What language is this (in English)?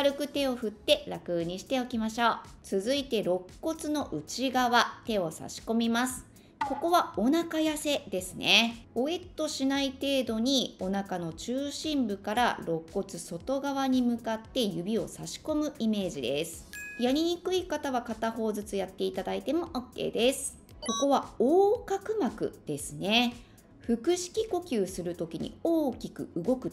Japanese